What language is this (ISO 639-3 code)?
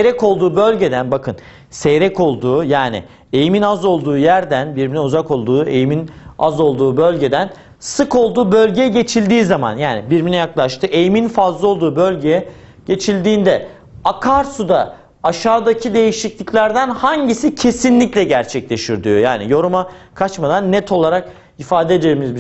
tur